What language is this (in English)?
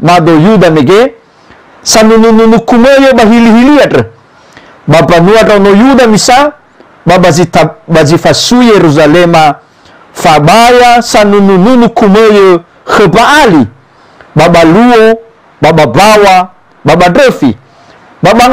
Nias